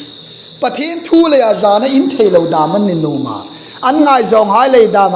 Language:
Hmar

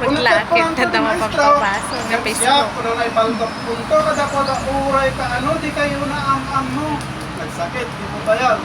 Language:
Iloko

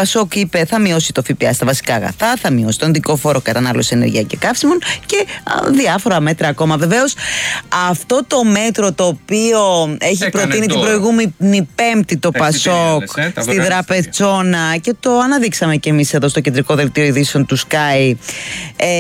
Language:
Greek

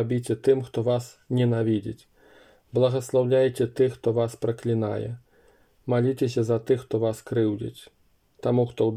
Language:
Belarusian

